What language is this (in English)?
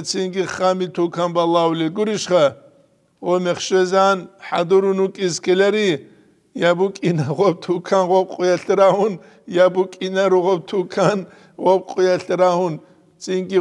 Avaric